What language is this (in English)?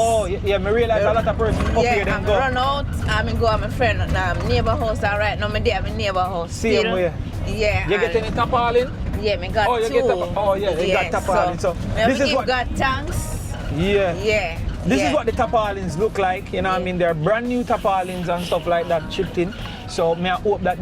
Jamaican Creole English